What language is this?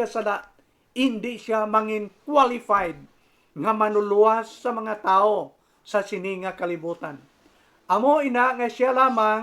Hiligaynon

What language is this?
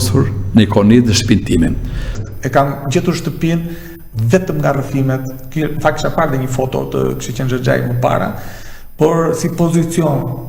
Albanian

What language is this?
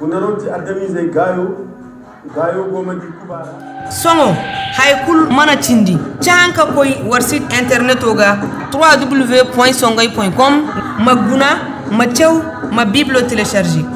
Koyraboro Senni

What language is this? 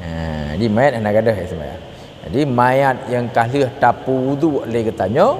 Achinese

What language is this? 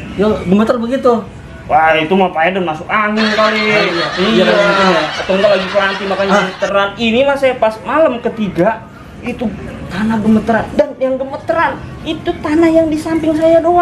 Betawi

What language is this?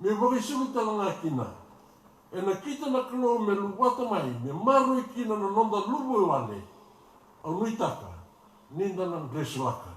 Fijian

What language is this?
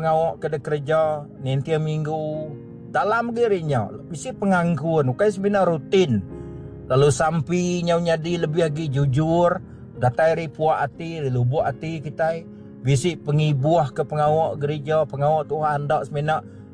Iban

